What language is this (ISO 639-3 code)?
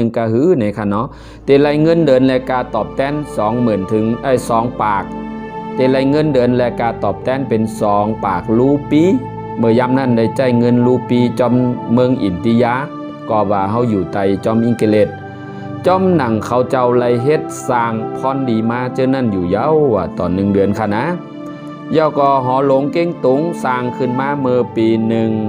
shn